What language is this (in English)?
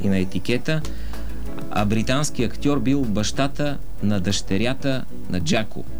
Bulgarian